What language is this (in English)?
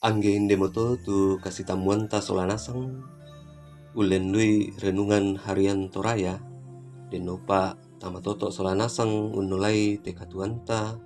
Toraja-Sa'dan